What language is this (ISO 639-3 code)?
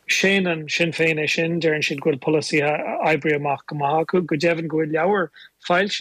gle